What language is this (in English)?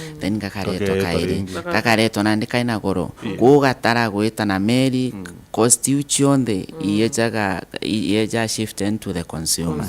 Meru